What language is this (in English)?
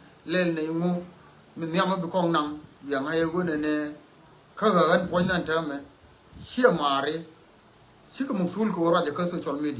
Nuer